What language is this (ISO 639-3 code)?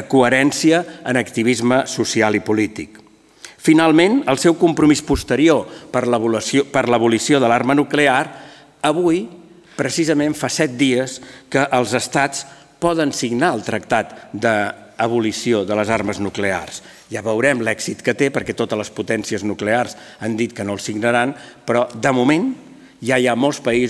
cat